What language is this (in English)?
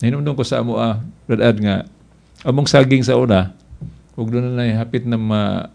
Cebuano